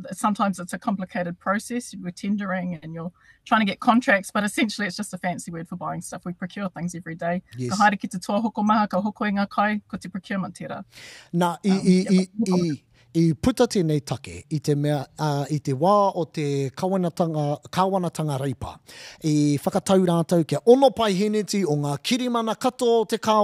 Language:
Māori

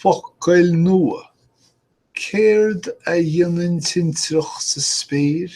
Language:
Irish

